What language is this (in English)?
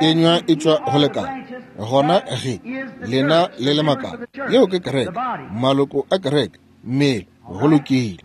Northern Sotho